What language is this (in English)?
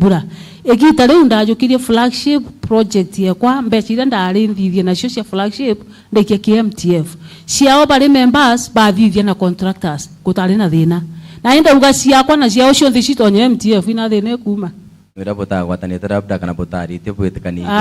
Meru